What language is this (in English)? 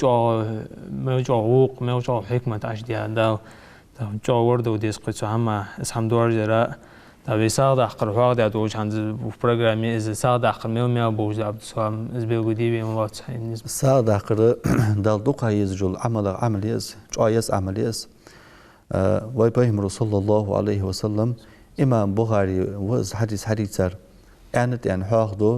Ingush